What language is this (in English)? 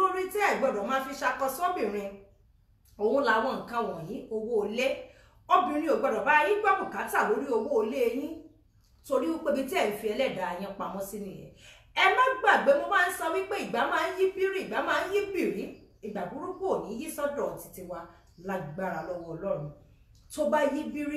Yoruba